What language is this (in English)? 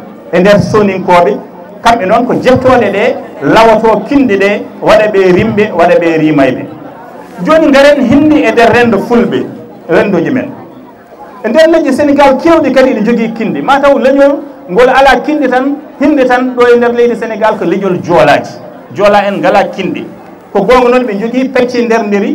Fula